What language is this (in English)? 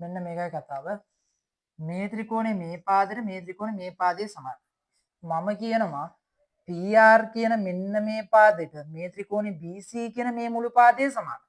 Sinhala